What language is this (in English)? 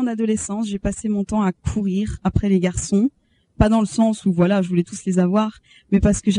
French